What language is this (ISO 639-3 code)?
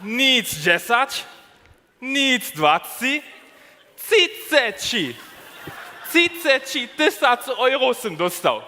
hsb